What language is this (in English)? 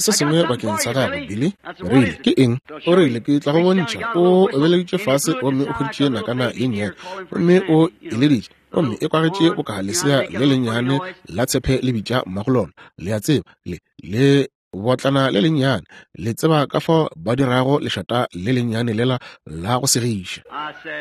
Northern Sotho